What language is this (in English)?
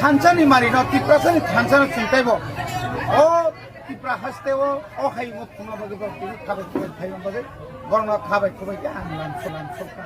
Kok Borok